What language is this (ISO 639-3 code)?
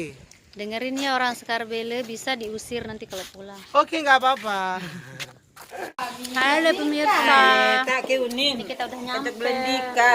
sas